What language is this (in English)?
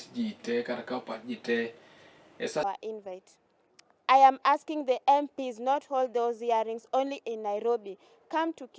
Luo (Kenya and Tanzania)